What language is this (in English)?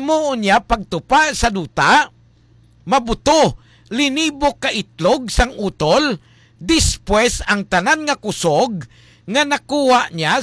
Hiligaynon